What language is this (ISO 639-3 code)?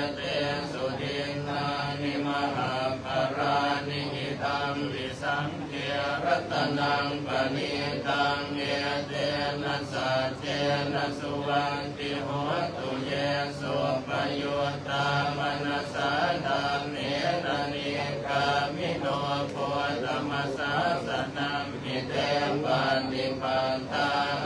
pli